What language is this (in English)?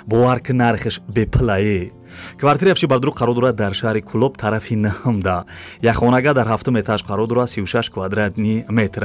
Tajik